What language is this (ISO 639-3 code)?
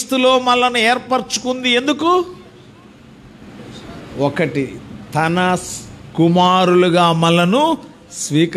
tel